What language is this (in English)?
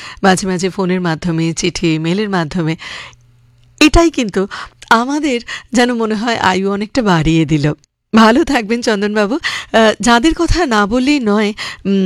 Bangla